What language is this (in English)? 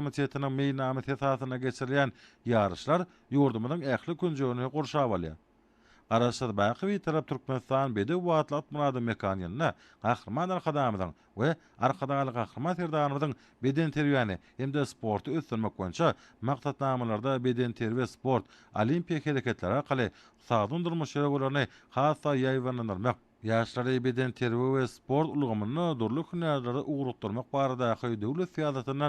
Turkmen